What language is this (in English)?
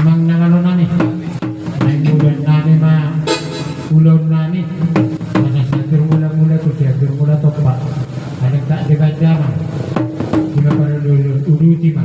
Batak Toba